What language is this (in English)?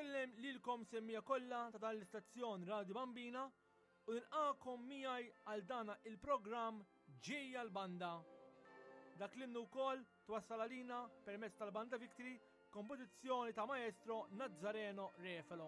Maltese